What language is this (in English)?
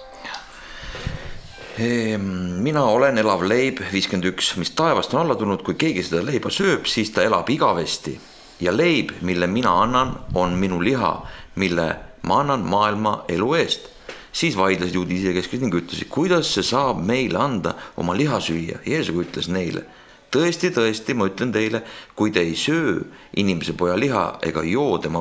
Estonian